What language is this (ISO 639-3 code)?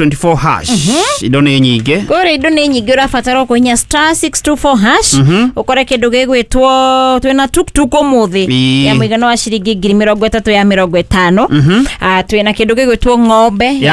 kik